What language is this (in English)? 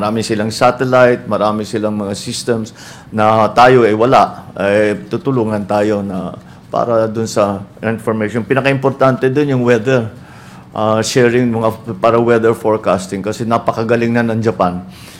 Filipino